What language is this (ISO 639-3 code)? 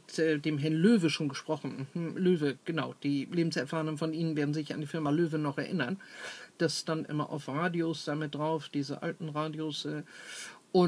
deu